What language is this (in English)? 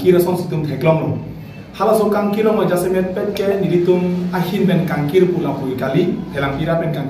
Karbi